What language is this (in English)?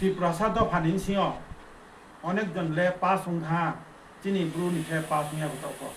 Riang (India)